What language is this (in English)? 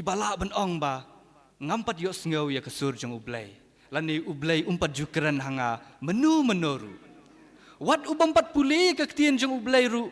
Khasi